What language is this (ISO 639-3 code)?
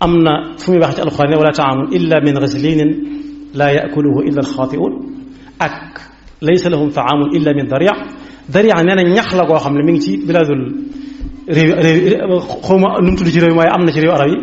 wol